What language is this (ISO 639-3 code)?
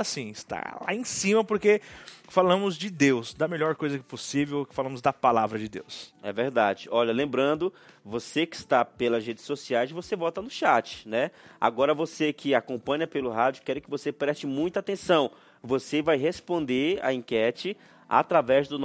por